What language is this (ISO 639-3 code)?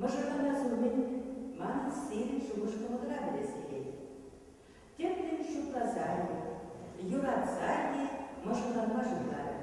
chv